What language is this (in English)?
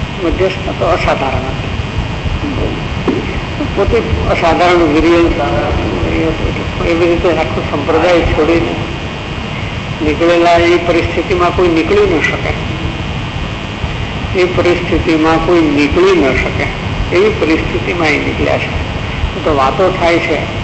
Gujarati